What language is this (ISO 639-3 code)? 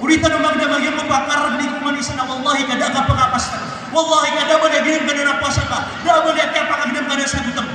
mrw